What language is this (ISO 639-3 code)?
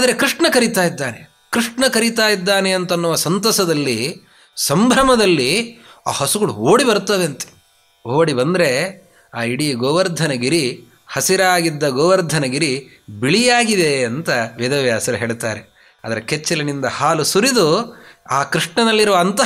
kan